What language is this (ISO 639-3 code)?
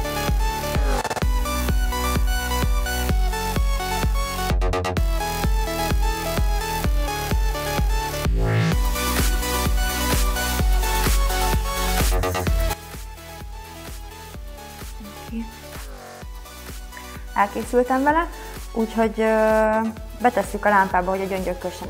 hun